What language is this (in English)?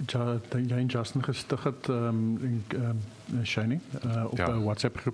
Afrikaans